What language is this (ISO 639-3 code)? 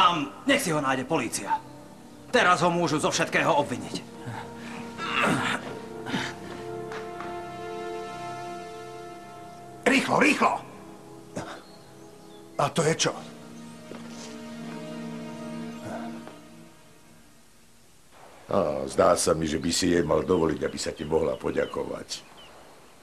slk